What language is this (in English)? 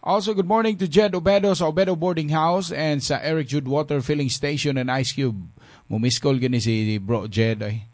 Cebuano